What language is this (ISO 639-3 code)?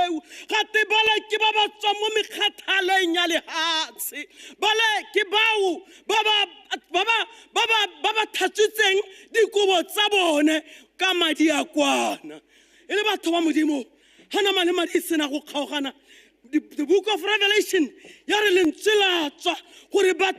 tsn